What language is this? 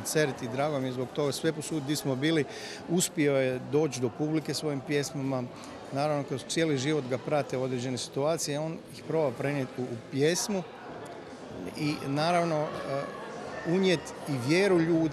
Croatian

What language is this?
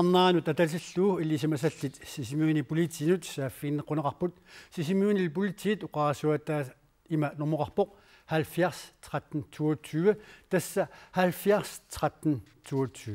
Kalaallisut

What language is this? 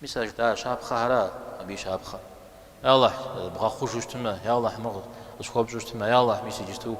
Kabardian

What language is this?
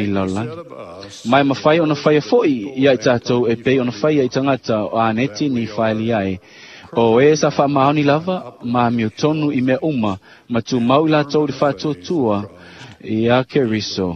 Samoan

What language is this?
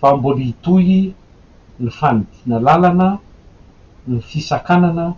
Malagasy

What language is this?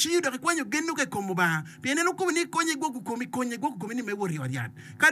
Acoli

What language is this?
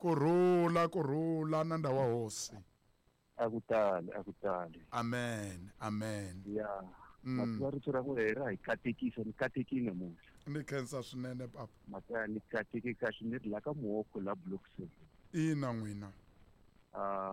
Tsonga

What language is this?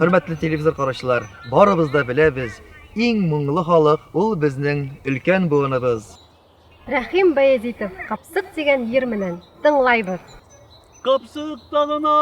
Bashkir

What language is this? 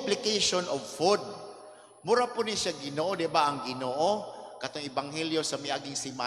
Cebuano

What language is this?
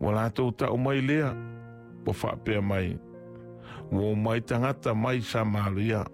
Samoan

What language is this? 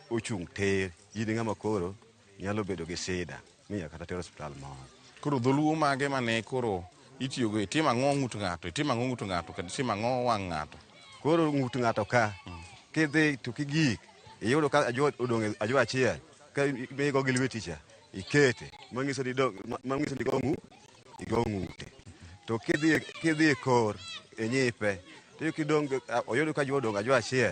Luo (Kenya and Tanzania)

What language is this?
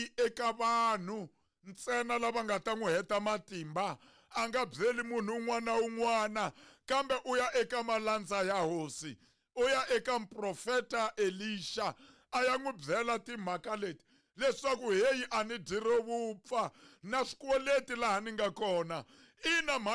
Tsonga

